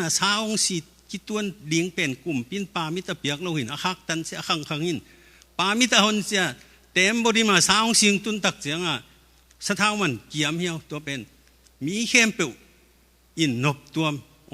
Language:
Tedim Chin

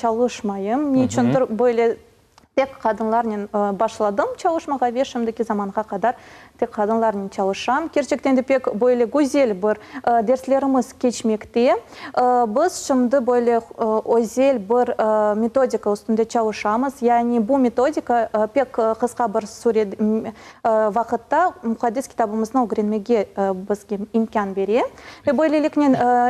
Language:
Crimean Tatar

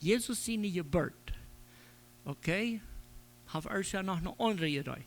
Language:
Plautdietsch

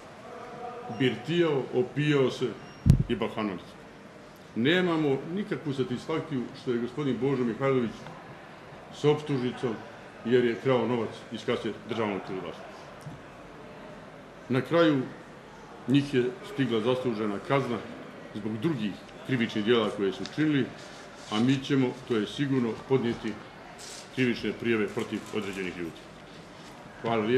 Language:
Bosnian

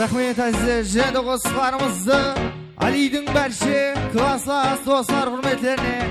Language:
Kara-Kalpak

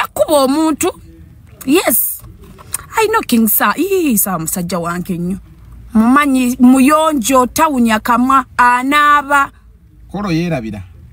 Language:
Ganda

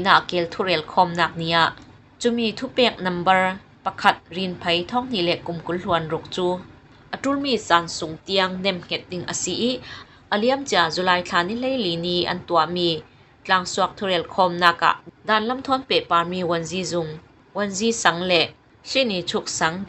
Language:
Falam Chin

